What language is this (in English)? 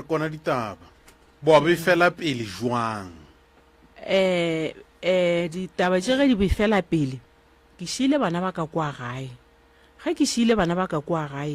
Northern Sotho